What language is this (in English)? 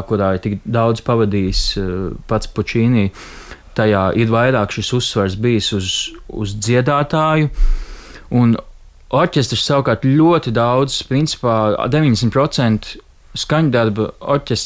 Latvian